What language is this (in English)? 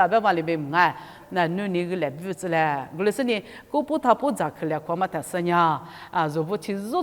Lisu